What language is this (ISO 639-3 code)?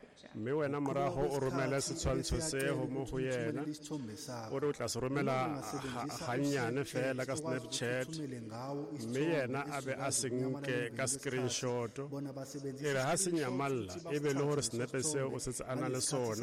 sot